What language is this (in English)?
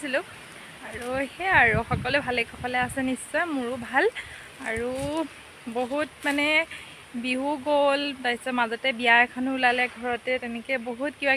Assamese